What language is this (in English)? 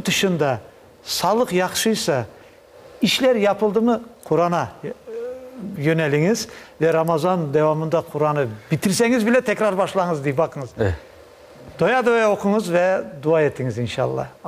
Crimean Tatar